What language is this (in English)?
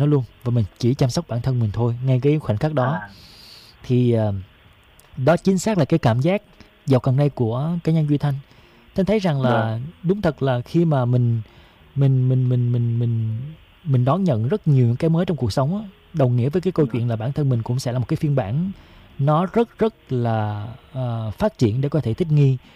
Vietnamese